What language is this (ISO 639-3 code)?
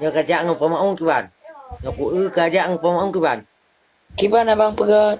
ace